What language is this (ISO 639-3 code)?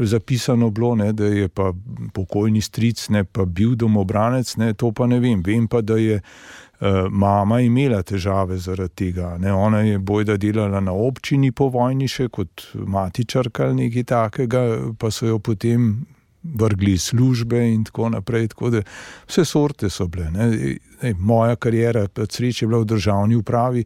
slv